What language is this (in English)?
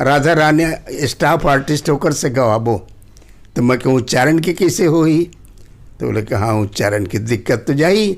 Chhattisgarhi